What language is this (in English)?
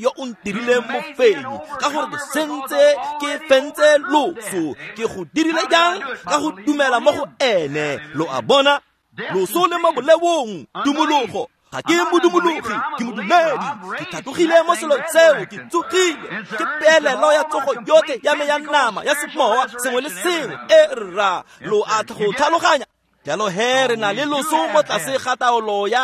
Tswana